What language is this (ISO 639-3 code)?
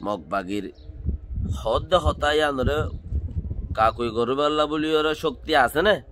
rhg